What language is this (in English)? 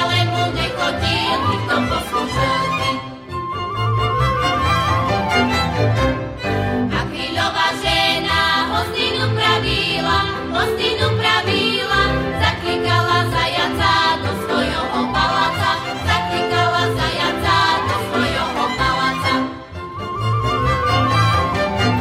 Slovak